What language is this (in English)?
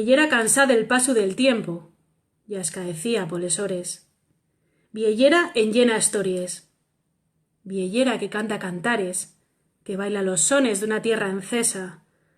Asturian